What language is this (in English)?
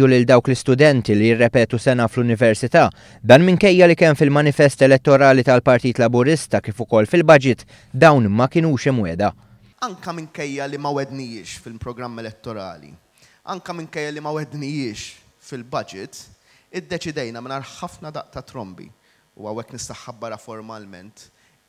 Maltese